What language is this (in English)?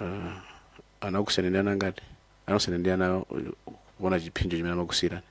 Nyanja